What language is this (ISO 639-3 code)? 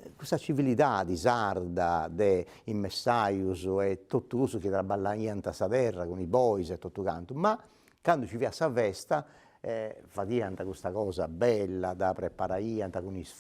srd